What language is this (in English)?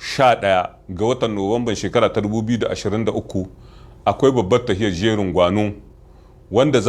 Hausa